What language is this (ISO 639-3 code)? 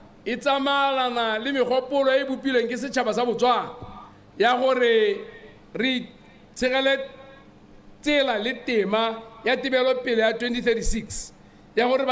tsn